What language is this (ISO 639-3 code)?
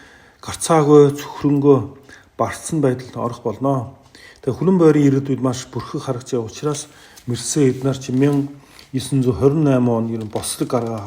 mon